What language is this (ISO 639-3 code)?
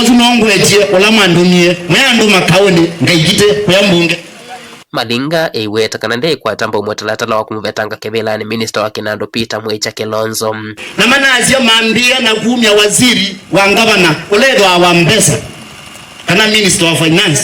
kam